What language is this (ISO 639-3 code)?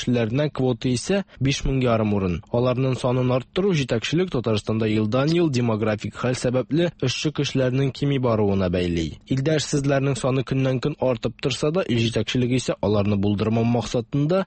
tat